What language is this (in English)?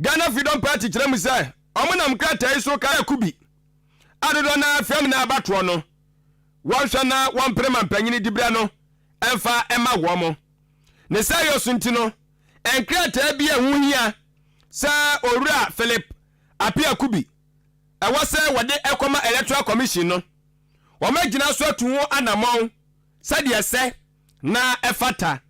Akan